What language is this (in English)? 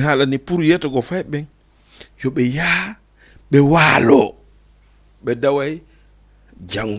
Fula